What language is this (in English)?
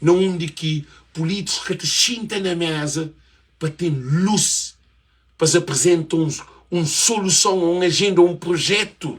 Kabuverdianu